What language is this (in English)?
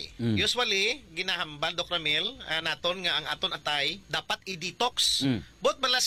Hiligaynon